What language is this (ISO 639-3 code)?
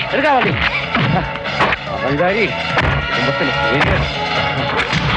mal